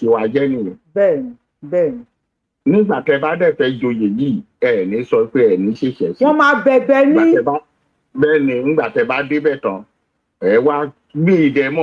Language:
Yoruba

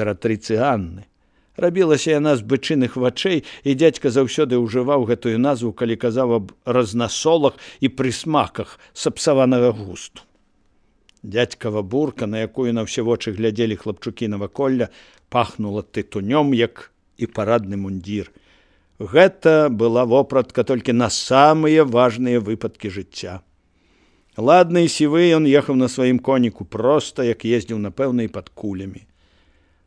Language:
Belarusian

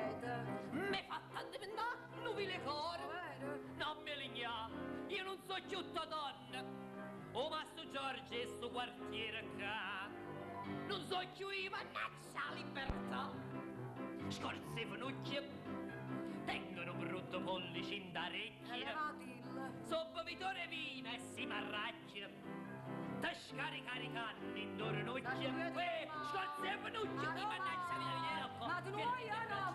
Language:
Neapolitan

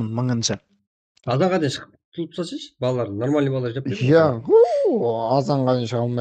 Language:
Kara-Kalpak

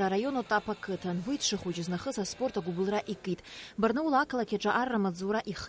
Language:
Abkhazian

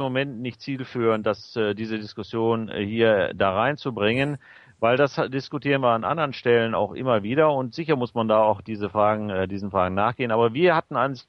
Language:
German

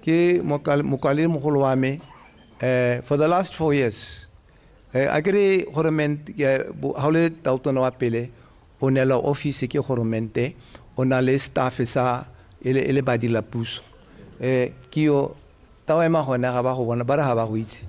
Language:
Tswana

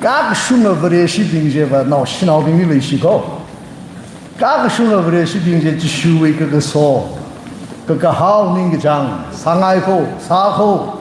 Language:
Tangkhul Naga (India)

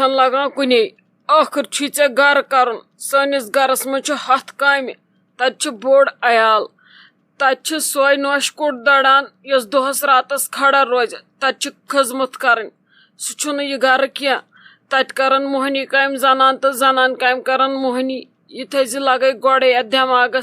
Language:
Kashmiri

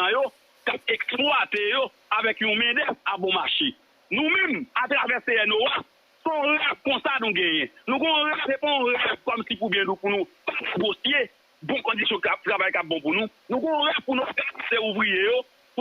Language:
Haitian Creole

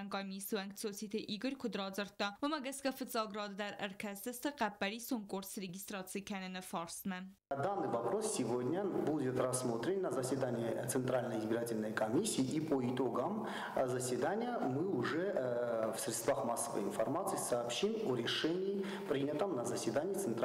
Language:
Ossetic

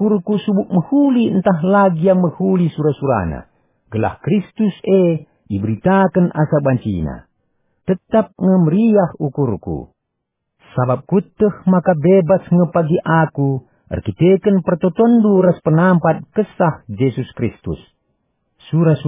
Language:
Batak Karo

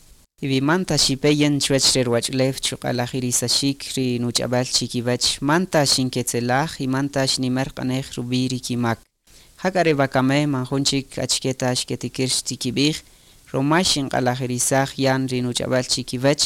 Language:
Kaqchikel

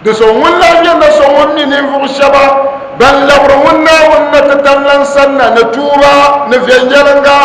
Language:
Dagbani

